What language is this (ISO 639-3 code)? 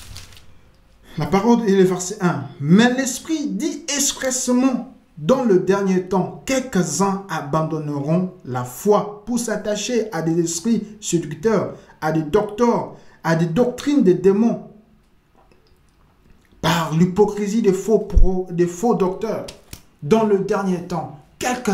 fra